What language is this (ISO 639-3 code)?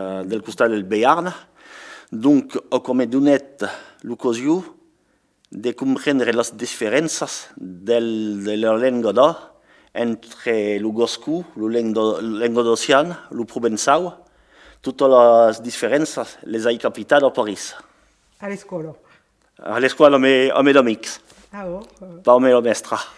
oci